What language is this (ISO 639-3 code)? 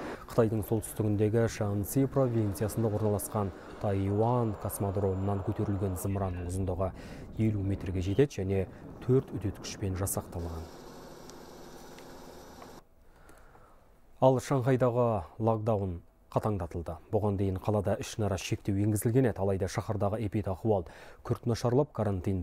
kaz